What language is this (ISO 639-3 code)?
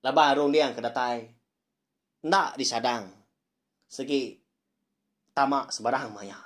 iba